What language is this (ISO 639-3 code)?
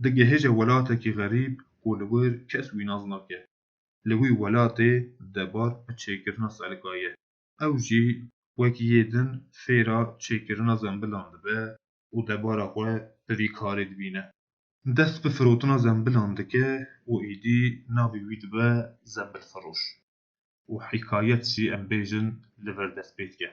kur